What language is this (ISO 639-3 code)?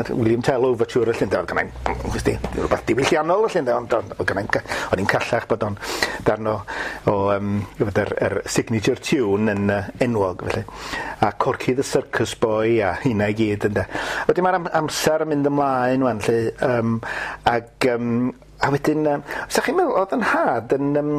cym